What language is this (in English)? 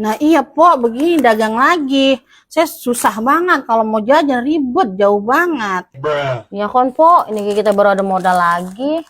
Betawi